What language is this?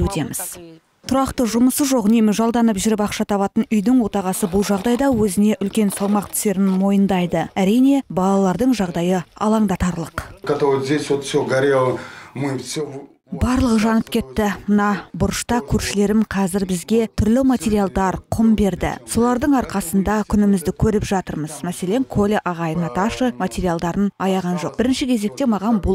Kazakh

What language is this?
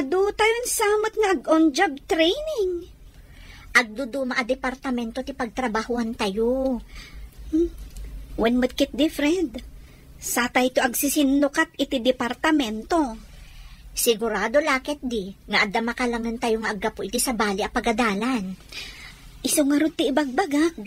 Iloko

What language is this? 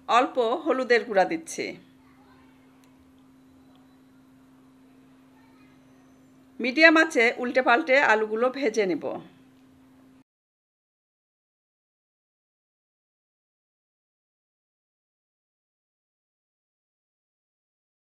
Bangla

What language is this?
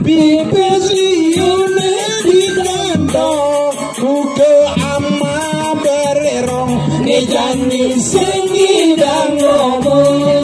Balinese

